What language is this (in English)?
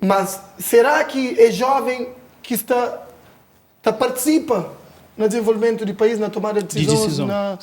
Kabuverdianu